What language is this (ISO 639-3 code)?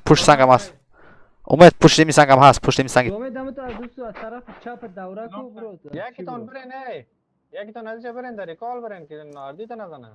fas